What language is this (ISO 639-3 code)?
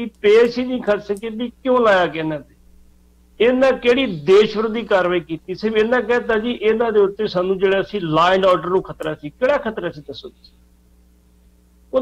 pan